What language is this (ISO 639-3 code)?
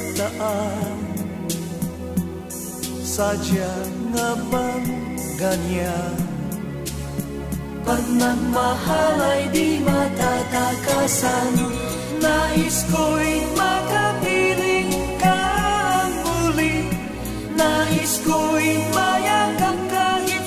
fil